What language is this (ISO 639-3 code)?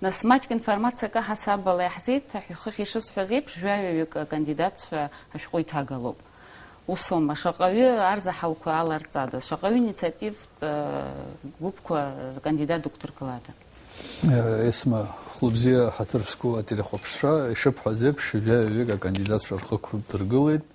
abk